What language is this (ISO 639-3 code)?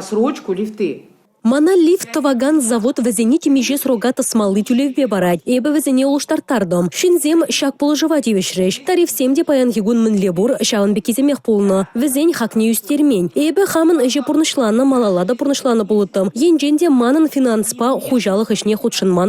chv